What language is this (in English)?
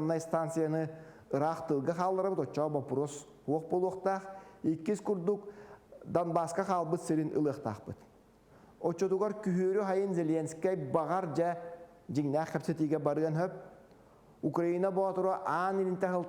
Yakut